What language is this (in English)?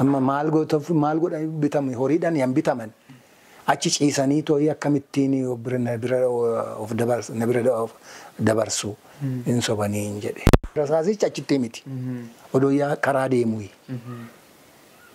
Oromo